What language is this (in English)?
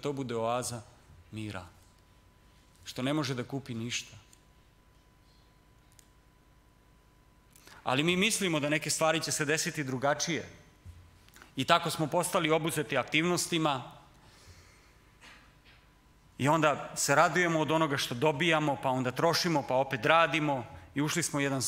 Serbian